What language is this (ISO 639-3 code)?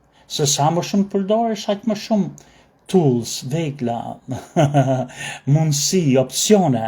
sqi